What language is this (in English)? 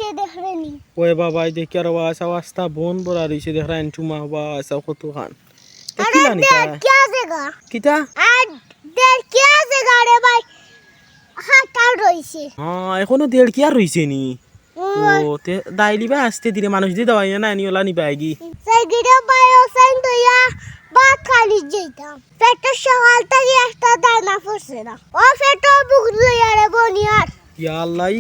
Sylheti